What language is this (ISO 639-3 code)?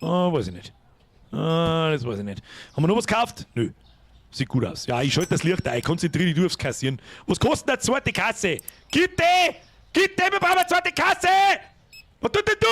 bar